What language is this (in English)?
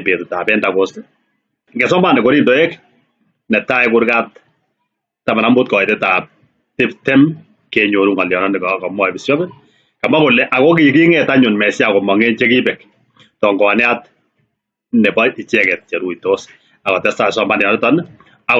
Kalenjin